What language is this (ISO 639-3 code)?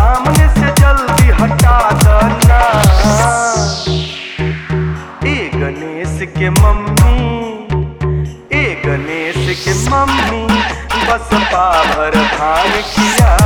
bho